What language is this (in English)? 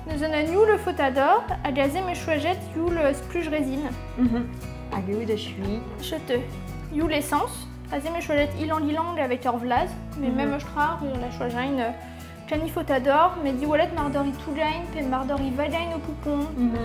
Breton